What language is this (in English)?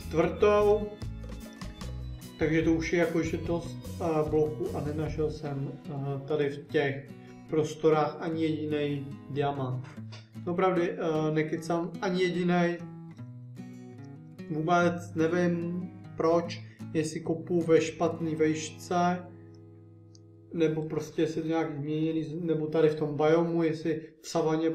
Czech